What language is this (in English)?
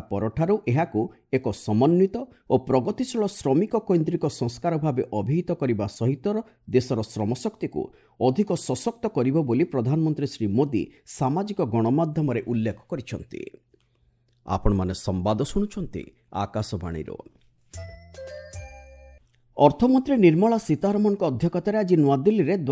Odia